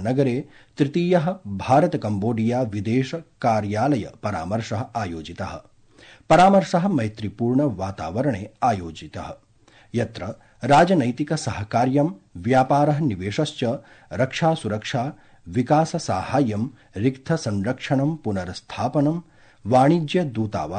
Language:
Sanskrit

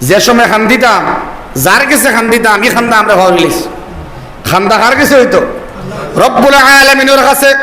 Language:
Sylheti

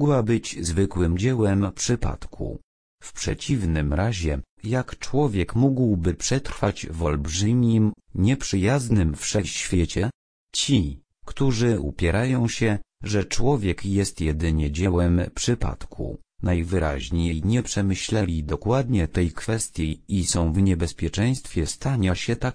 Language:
Polish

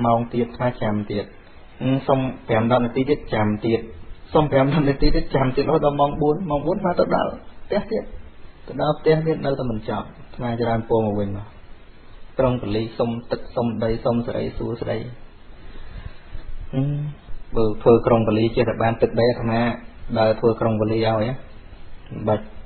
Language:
Khmer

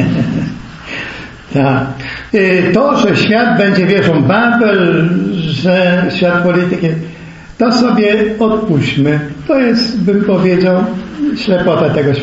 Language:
Polish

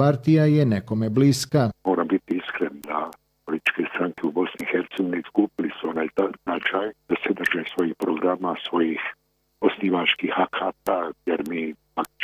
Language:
Bosnian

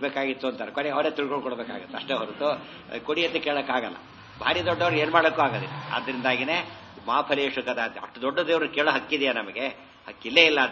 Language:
Kannada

